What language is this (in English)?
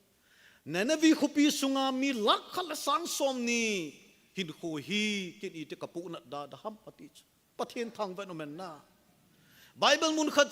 Thado Chin